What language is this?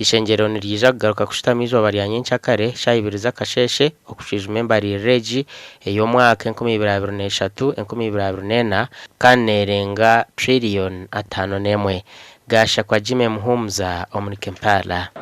Nyankole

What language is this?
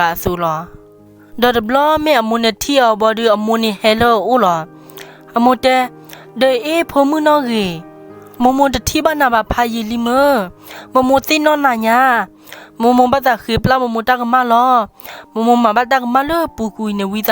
S'gaw Karen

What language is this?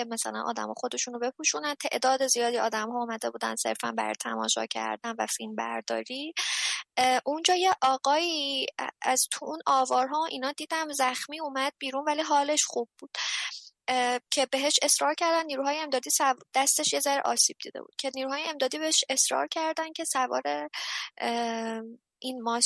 Persian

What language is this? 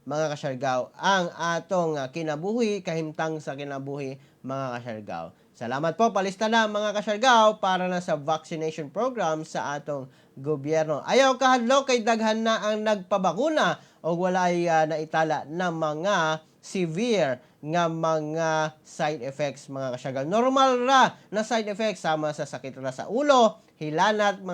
Cebuano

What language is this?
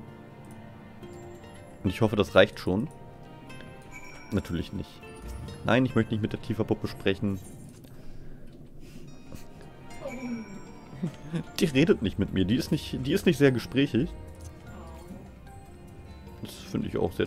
German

